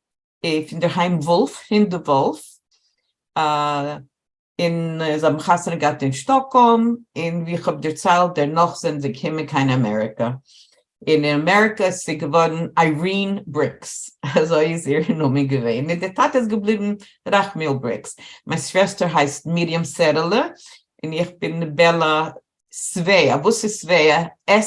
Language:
Yiddish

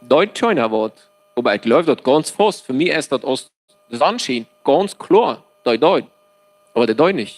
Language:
Plautdietsch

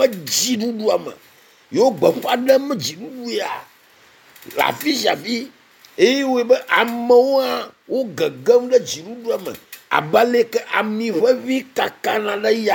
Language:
Ewe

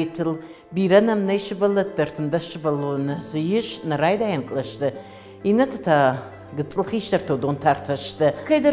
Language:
Ossetic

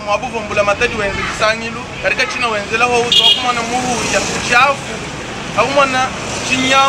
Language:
Luba-Lulua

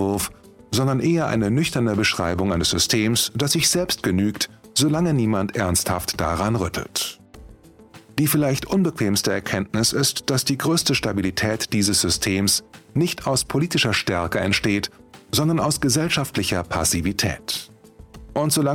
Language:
German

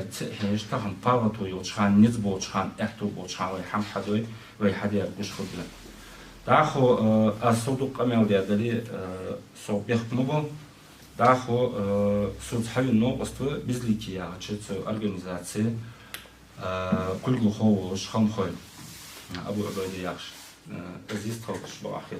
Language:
Ingush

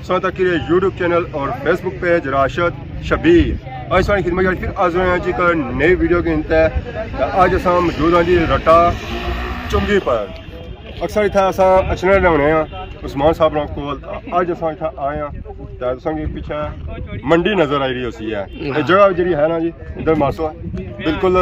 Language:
Pahari-Potwari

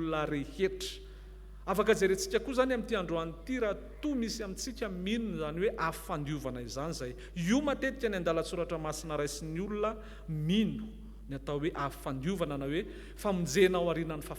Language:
Malagasy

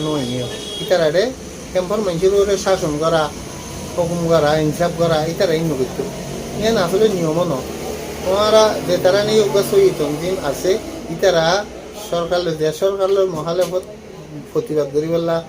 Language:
Rohingya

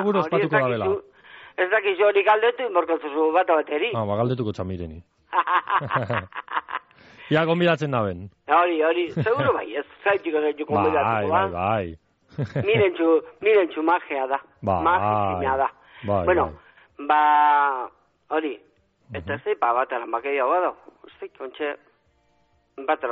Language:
Basque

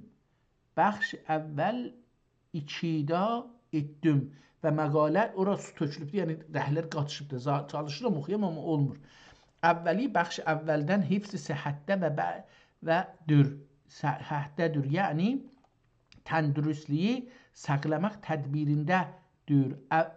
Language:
South Azerbaijani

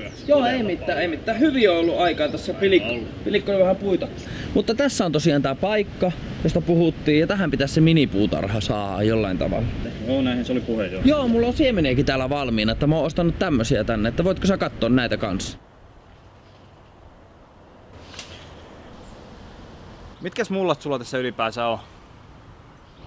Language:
Finnish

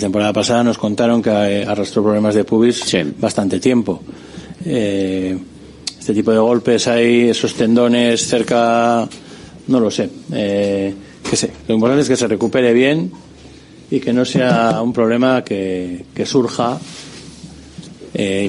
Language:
Spanish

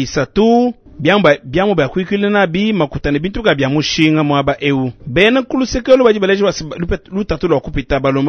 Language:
Luba-Lulua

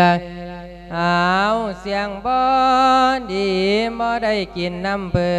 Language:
Lao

